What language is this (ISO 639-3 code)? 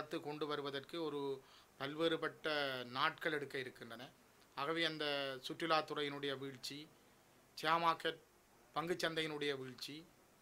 tam